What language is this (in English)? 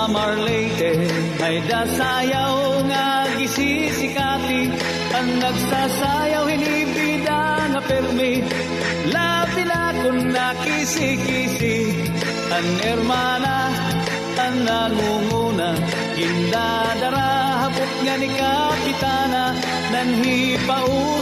Waray